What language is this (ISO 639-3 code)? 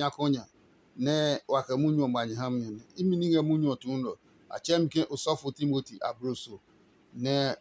ada